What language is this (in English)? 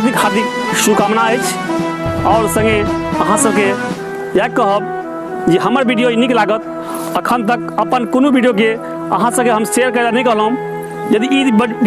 Maithili